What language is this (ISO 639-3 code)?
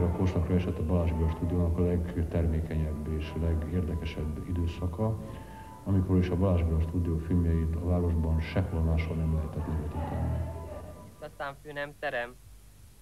hun